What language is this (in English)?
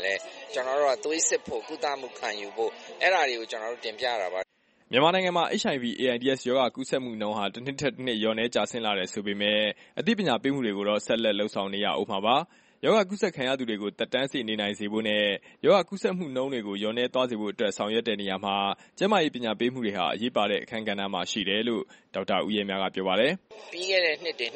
Burmese